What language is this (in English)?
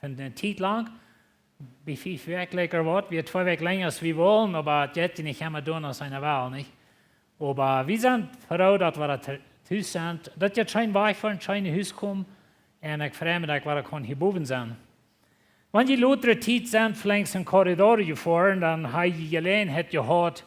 Plautdietsch